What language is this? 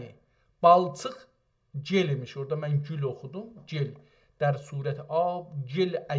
South Azerbaijani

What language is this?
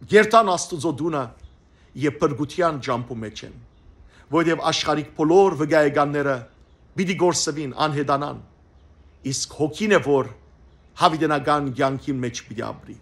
Western Armenian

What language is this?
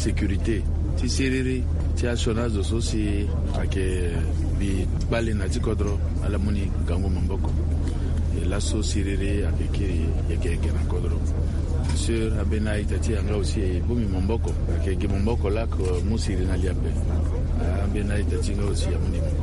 Sango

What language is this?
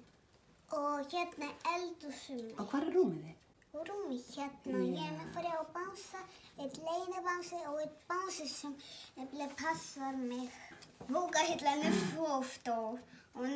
Icelandic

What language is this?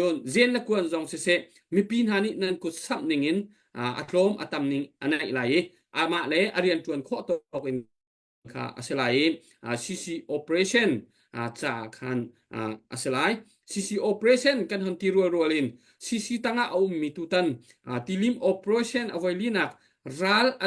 Hakha Chin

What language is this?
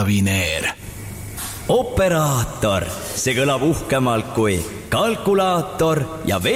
Estonian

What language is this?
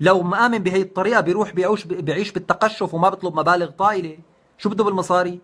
North Levantine Arabic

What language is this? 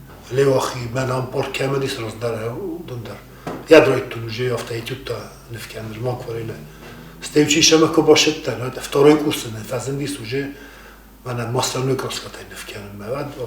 Ossetic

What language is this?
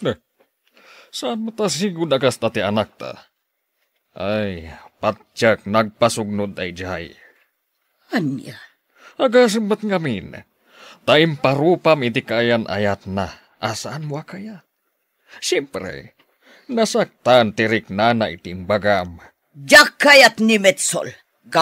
Iloko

